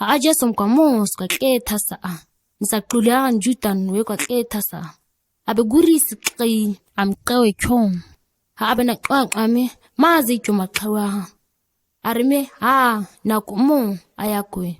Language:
ǁGana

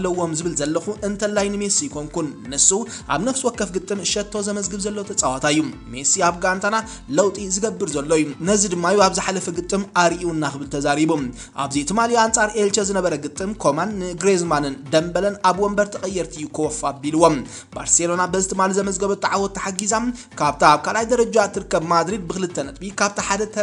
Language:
Tigrinya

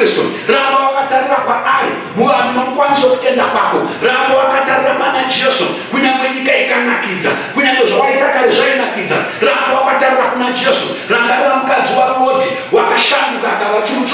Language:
Shona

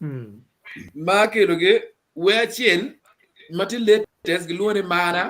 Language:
Acoli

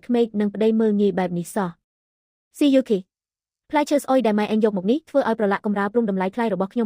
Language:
Khmer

